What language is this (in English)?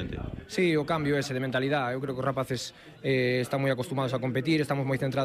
Galician